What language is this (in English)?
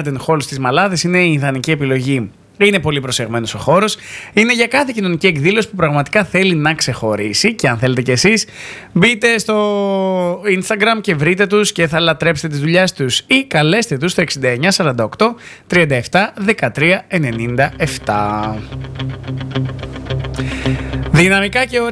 Greek